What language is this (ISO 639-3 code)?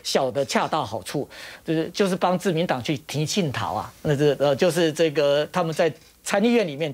zho